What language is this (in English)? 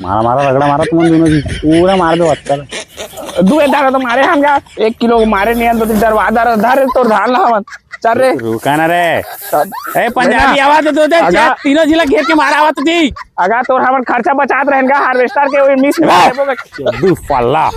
Chhattisgarhi